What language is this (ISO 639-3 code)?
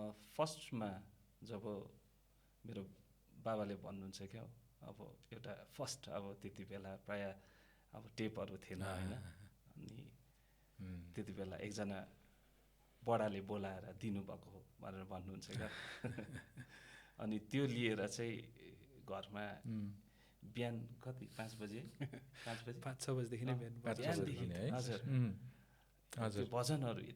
nep